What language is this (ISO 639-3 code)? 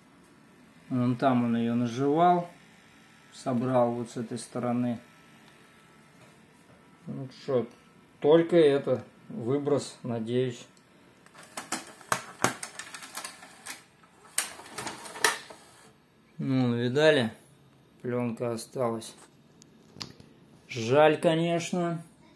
rus